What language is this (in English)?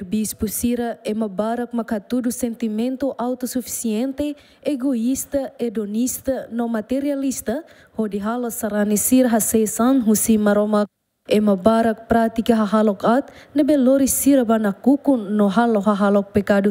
Tetum